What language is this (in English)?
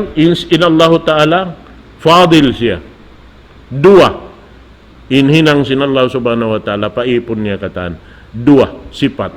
Tausug